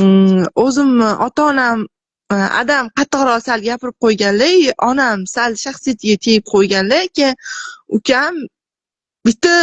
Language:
Uzbek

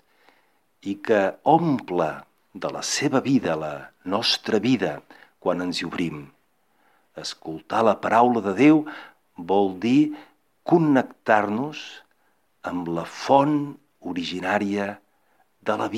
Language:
Catalan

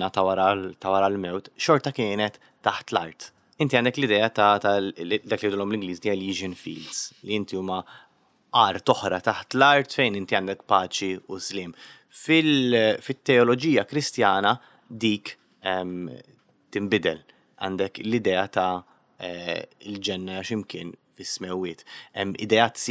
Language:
Maltese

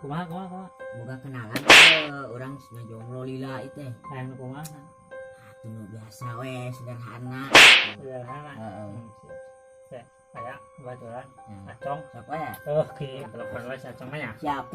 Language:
Sundanese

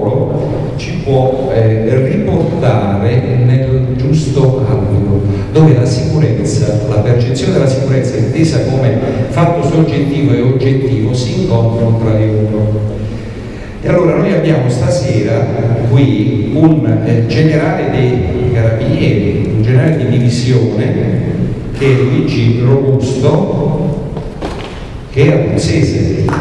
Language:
Italian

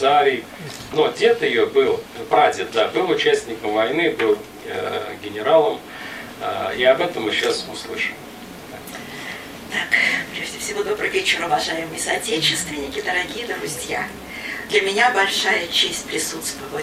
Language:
Russian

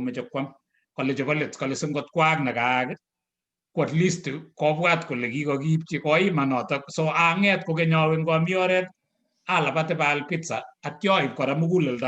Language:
Kalenjin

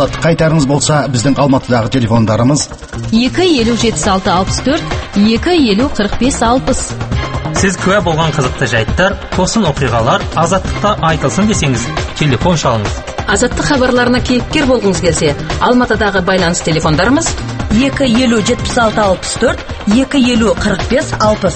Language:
Kazakh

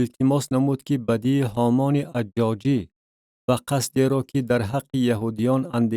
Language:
Tajik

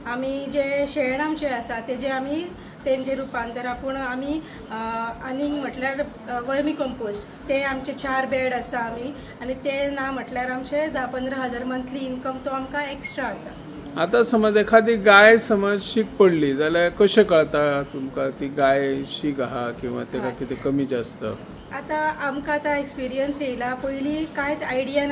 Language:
Konkani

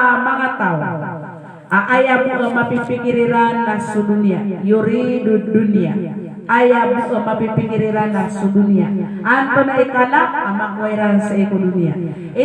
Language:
Maranao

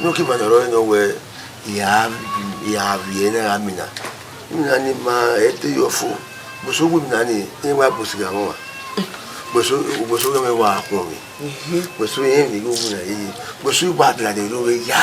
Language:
Bini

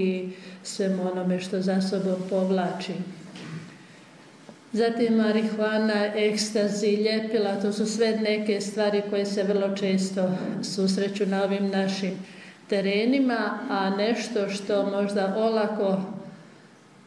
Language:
Croatian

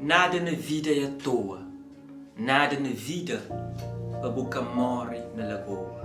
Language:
Kabuverdianu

